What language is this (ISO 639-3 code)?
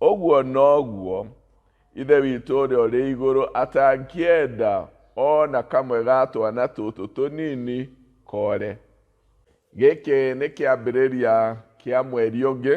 kik